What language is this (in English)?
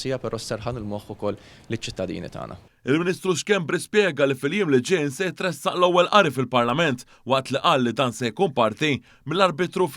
Maltese